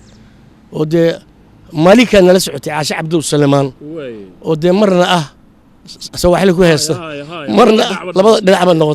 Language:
Somali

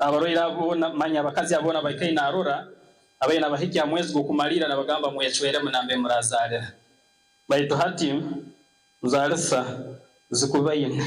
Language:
Nyankole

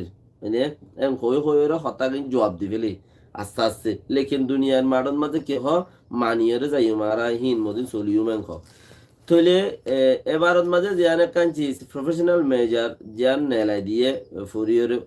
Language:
Rohingya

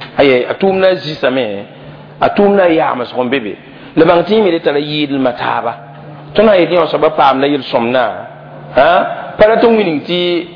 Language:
Mossi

